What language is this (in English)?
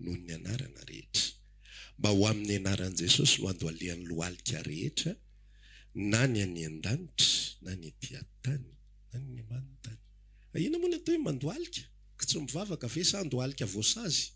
Malagasy